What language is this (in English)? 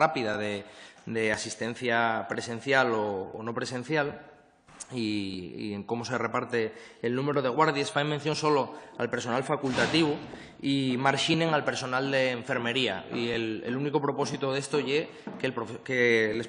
Asturian